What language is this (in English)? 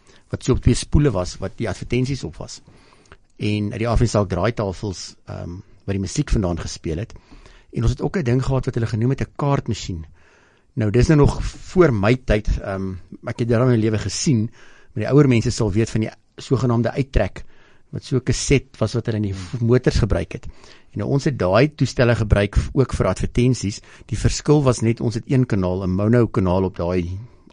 Afrikaans